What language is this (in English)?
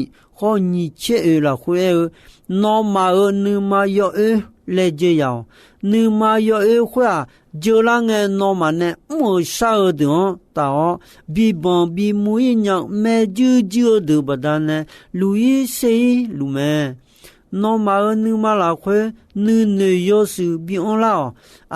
Akha